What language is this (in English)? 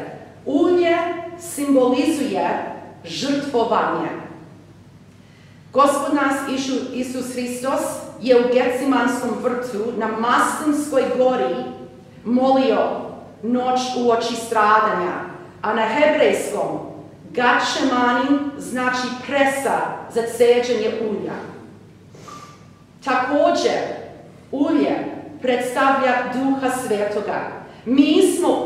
Serbian